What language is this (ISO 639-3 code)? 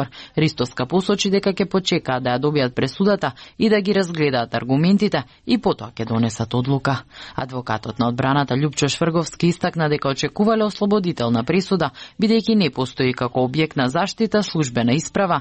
mkd